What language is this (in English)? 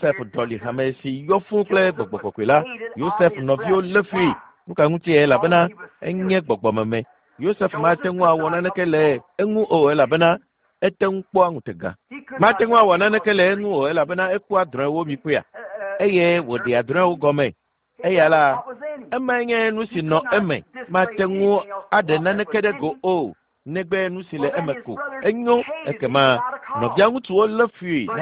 Ewe